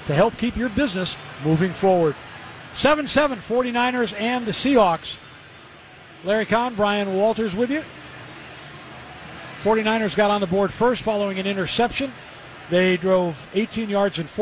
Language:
English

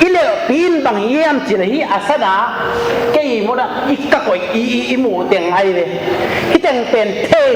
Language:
Tedim Chin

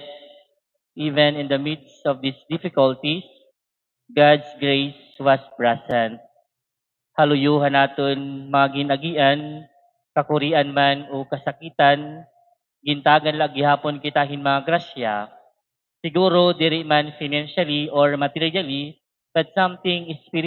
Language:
Waray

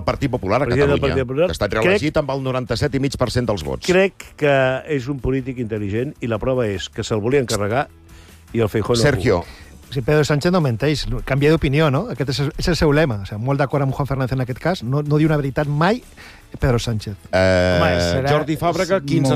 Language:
Catalan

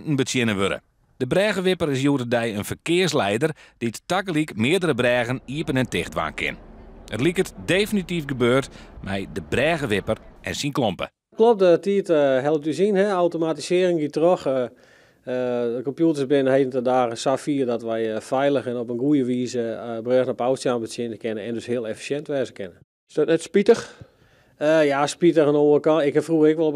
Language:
Western Frisian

